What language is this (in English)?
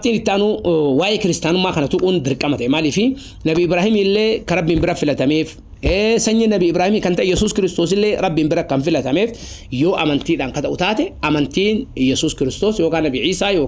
Oromo